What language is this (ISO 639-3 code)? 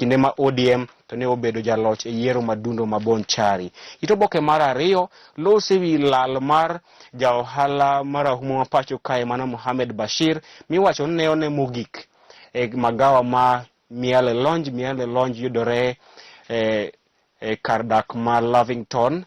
luo